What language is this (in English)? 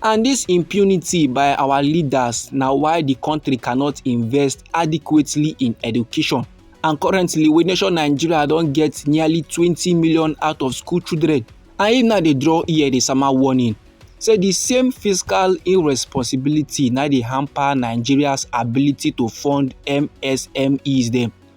Nigerian Pidgin